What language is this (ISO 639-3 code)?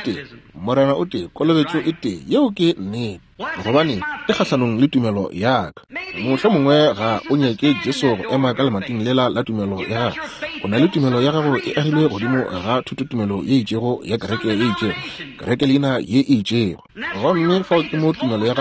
nso